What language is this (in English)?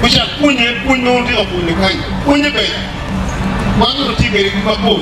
Acoli